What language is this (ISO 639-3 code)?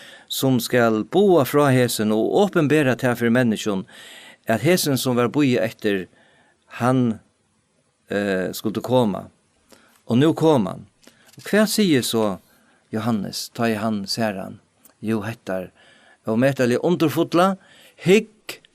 fao